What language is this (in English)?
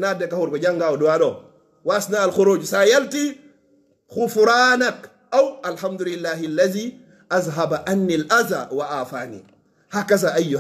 Fula